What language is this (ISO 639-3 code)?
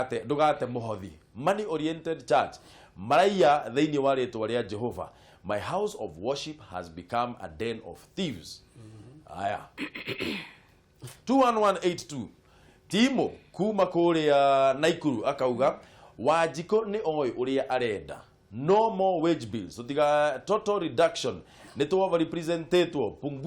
kik